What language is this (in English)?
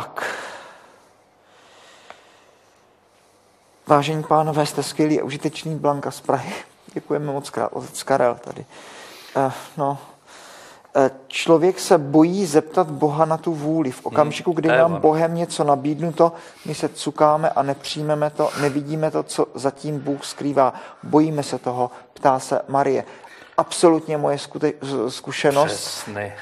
Czech